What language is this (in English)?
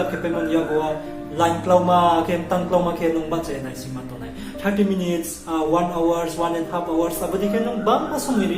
Riang (India)